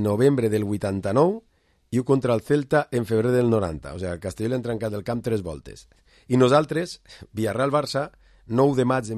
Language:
Catalan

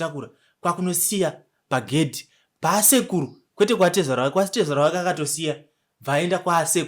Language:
Shona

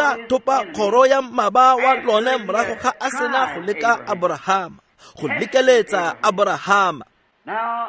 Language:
Tswana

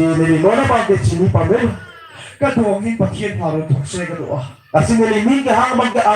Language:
Karbi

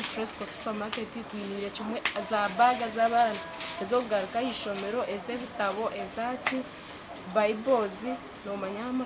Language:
Nyankole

